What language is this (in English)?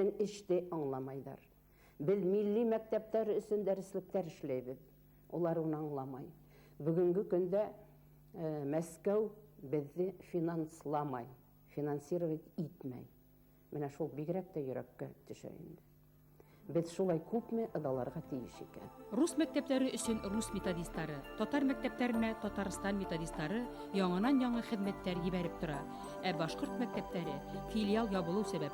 Bashkir